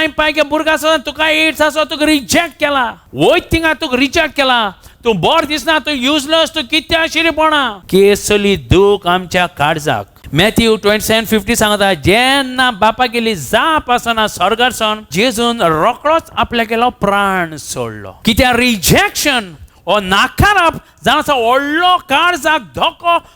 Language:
Konkani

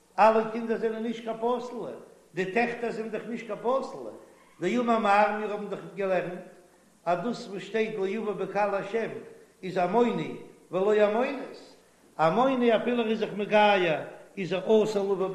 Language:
Yiddish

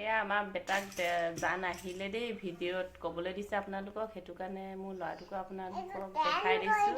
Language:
Assamese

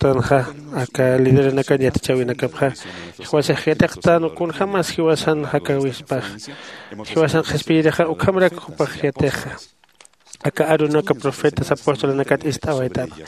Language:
Aymara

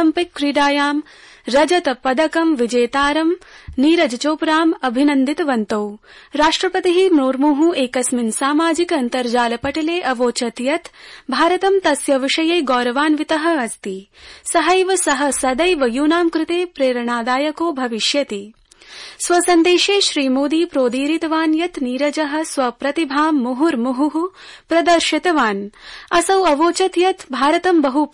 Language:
Sanskrit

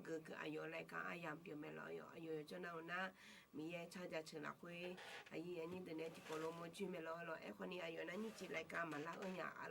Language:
Akha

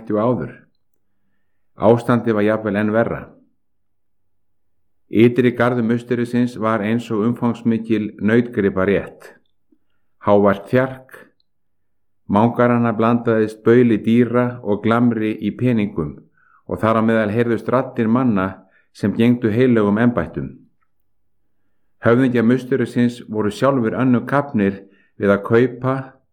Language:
Icelandic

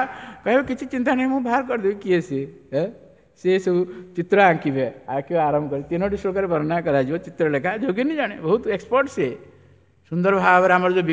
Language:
Odia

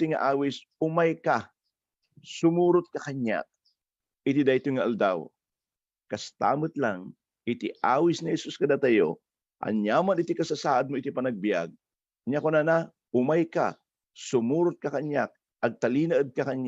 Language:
Iloko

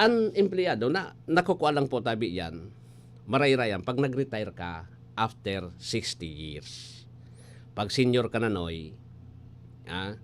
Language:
Bikol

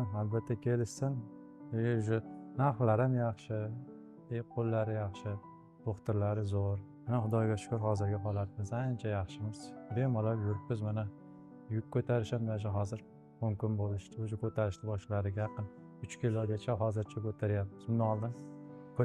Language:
Uzbek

